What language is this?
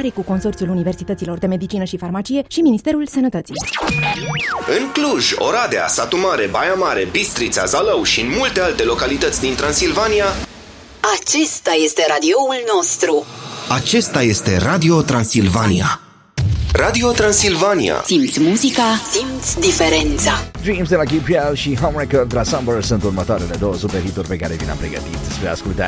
Romanian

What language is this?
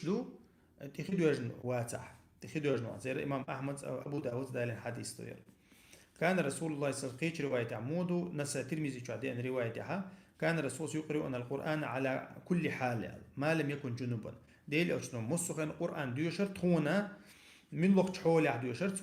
Chechen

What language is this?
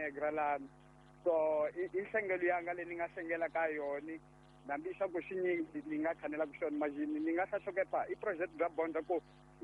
Tsonga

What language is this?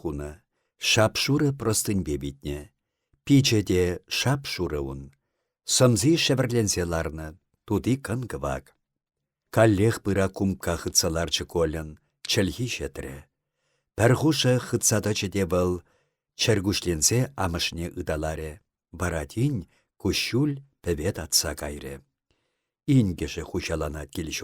Chuvash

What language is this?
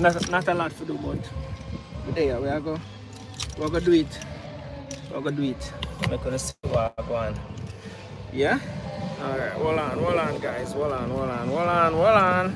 Jamaican Creole English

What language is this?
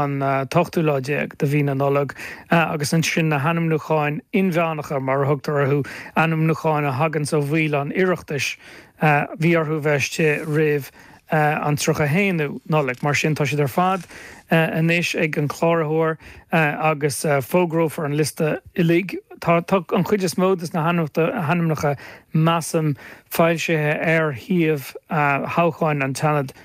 Irish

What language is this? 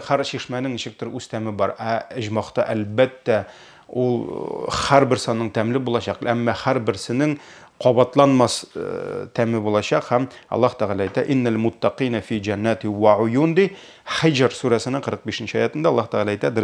Tatar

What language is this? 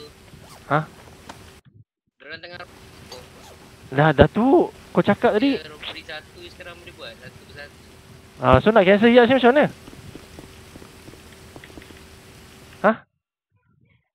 Malay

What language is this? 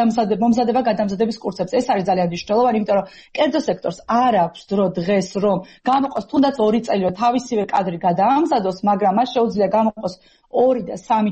Georgian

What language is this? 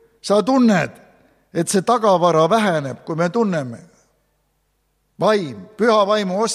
Estonian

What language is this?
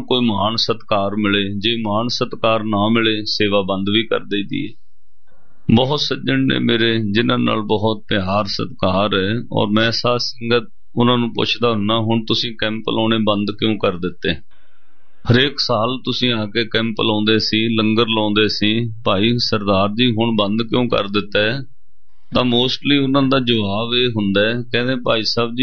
Punjabi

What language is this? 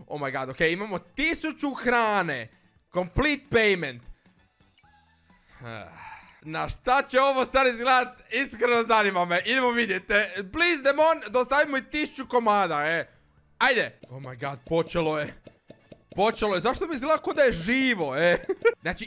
Croatian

